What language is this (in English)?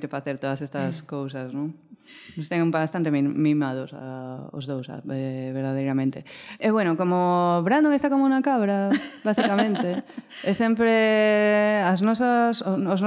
Galician